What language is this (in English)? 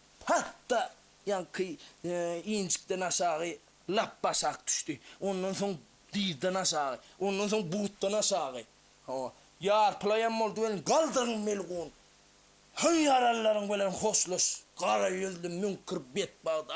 Turkmen